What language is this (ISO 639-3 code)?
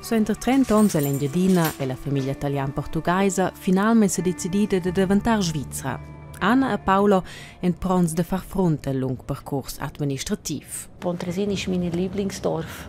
roh